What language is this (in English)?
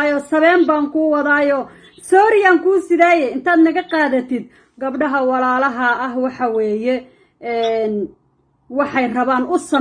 Somali